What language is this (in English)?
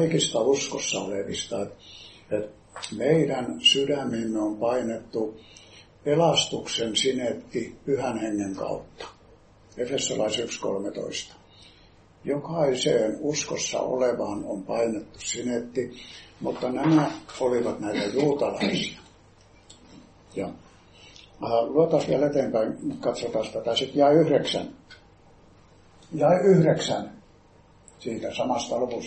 Finnish